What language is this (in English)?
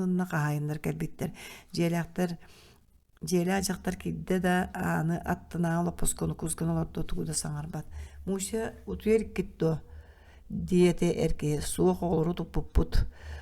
Yakut